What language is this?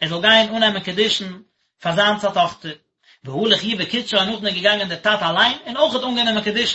Yiddish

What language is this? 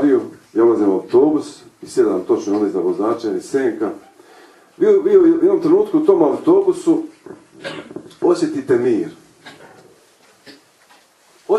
Croatian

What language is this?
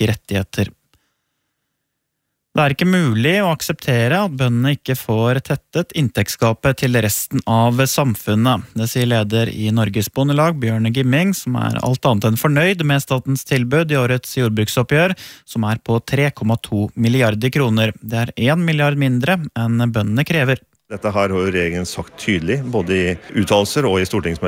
Norwegian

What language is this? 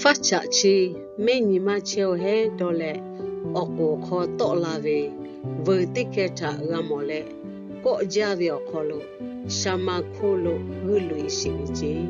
Lahu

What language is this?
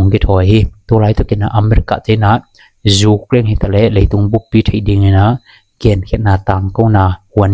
Tedim Chin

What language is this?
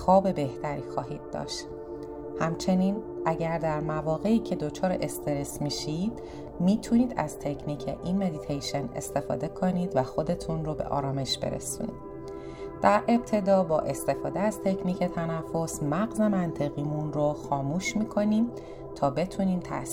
Persian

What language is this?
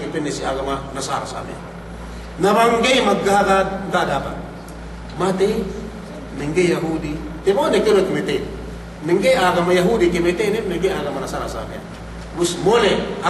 Yakan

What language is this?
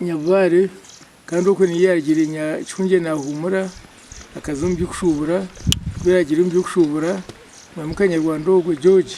Nyankole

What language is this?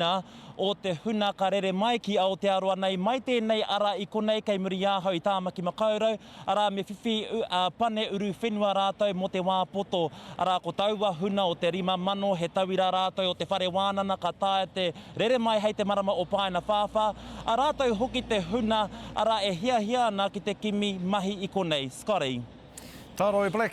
Māori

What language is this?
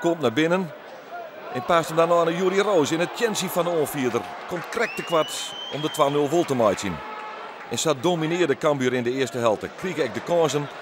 Western Frisian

